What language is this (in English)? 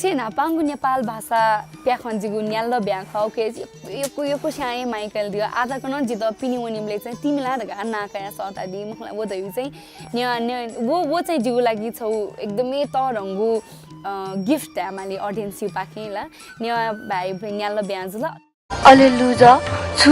Newari